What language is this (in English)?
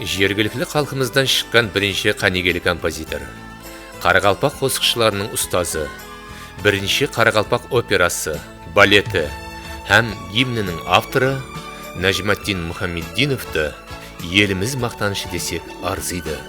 Kara-Kalpak